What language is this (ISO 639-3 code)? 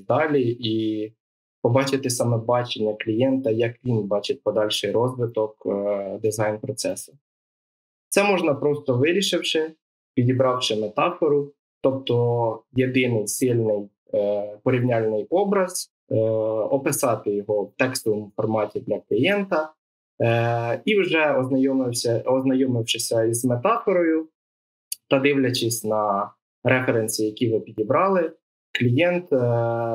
ukr